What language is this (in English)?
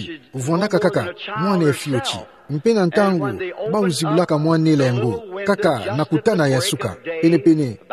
Kituba (Democratic Republic of Congo)